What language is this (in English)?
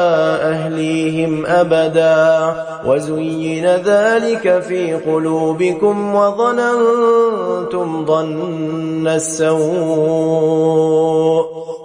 Arabic